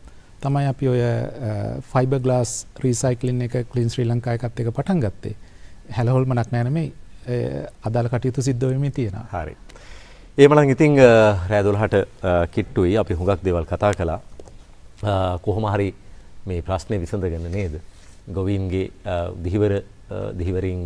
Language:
Sinhala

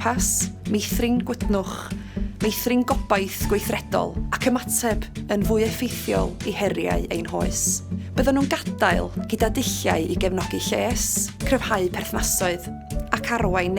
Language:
Welsh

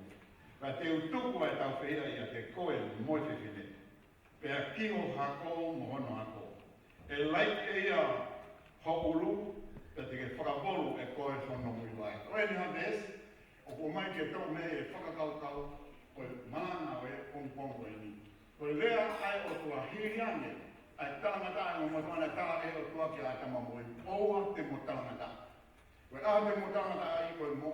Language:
Tongan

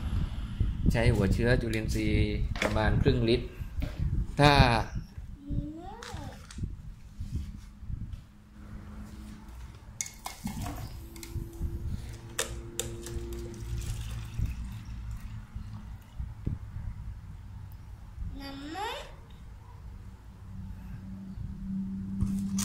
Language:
Thai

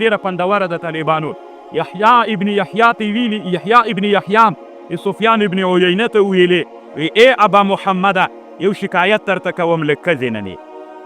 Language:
Pashto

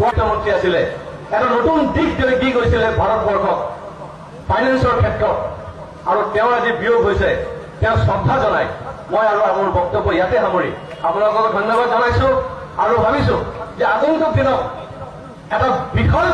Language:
Assamese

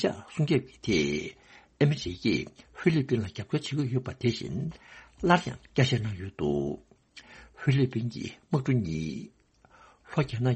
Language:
Tibetan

